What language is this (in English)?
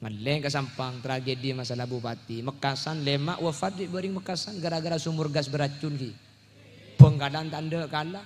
Madurese